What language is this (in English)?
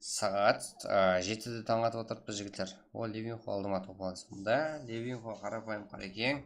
Kara-Kalpak